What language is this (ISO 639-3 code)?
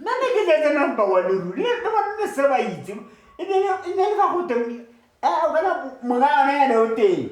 tsn